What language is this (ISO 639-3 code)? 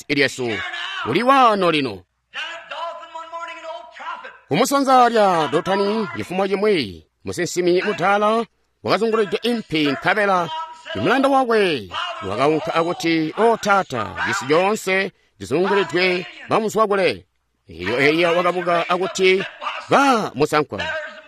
toi